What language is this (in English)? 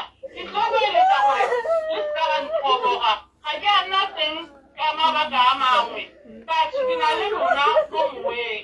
Tswana